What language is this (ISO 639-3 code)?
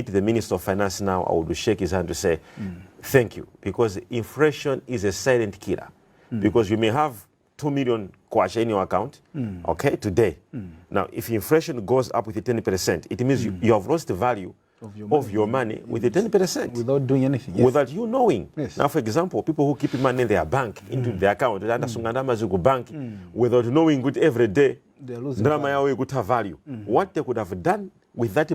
nya